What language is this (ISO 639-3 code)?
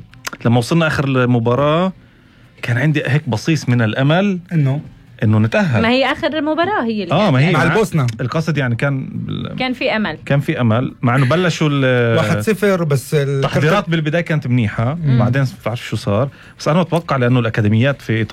apc